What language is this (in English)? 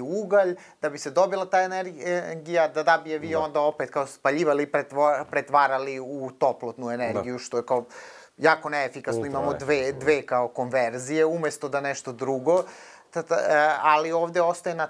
Serbian